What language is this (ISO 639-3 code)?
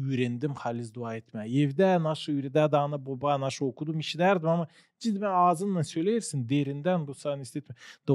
gag